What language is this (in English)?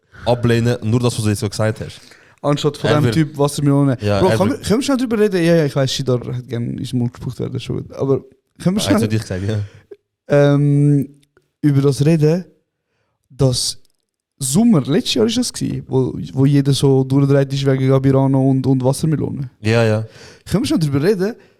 Swiss German